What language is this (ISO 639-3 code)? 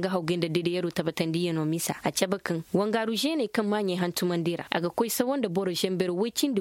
ses